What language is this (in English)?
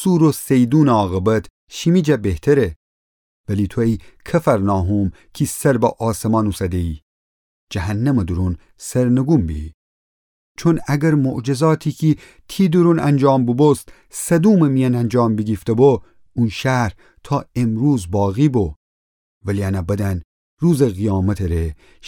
Gilaki